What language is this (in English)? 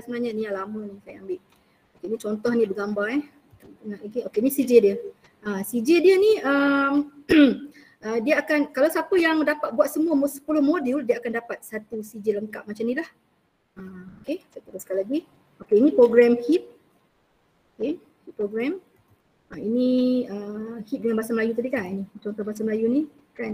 Malay